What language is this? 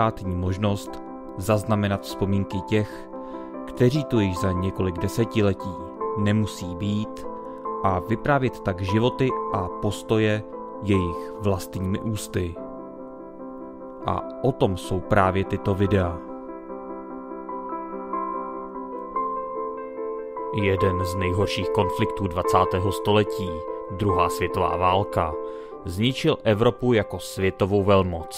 Czech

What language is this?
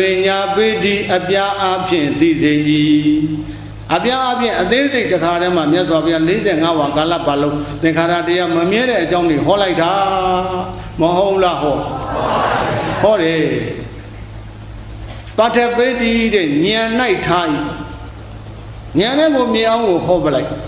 Burmese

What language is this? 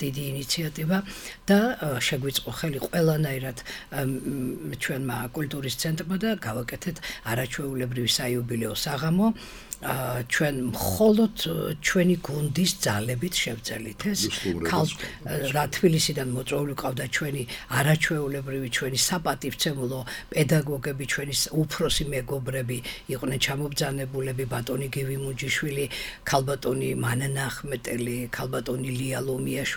Georgian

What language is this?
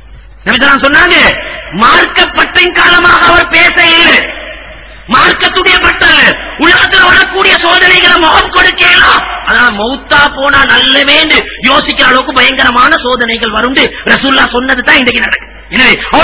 Tamil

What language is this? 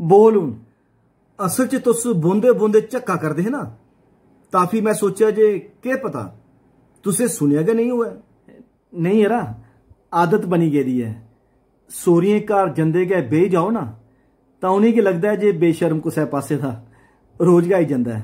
Dogri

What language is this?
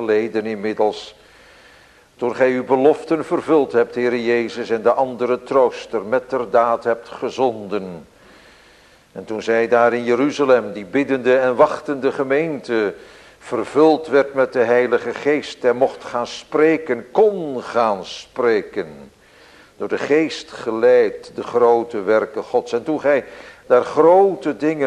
Dutch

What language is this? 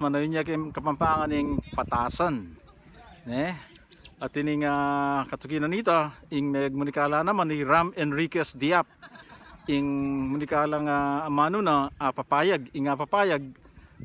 Pampanga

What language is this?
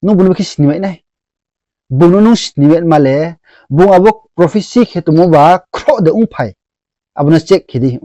Riang (India)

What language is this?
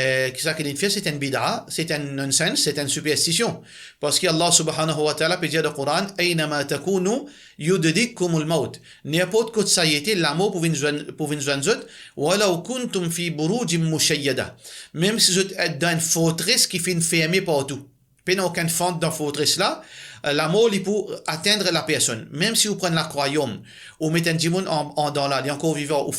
Morisyen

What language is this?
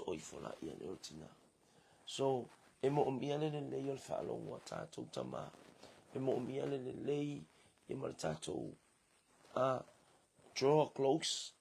Samoan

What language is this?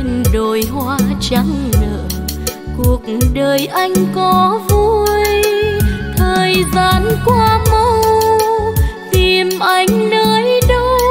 Vietnamese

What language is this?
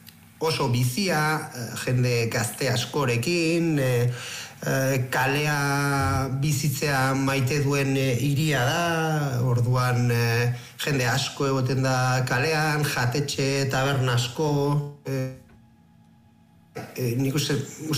Basque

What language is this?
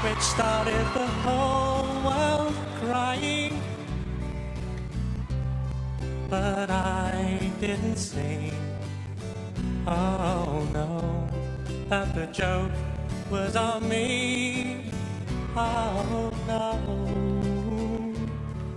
English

